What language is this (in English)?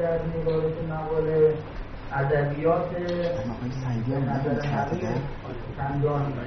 Persian